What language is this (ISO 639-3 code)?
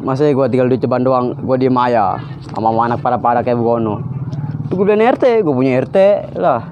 bew